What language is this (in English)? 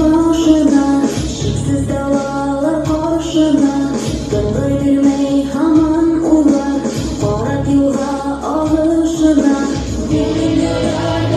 Bashkir